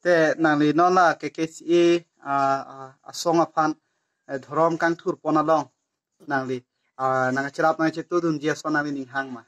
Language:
Karbi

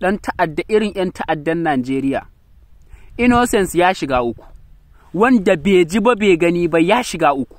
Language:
Hausa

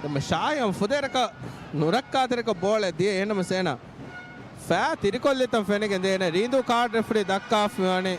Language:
Divehi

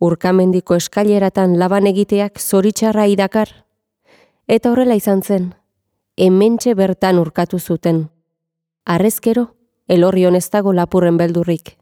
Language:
Basque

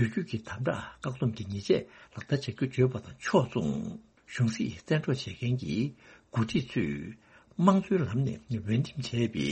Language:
Tibetan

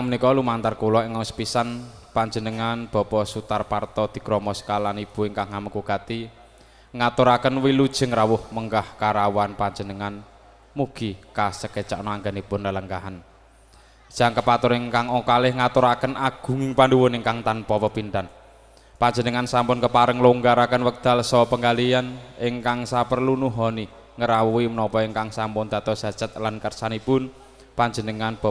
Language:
Javanese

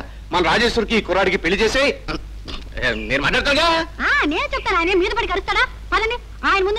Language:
Telugu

